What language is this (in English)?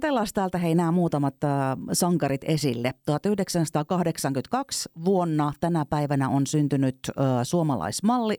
Finnish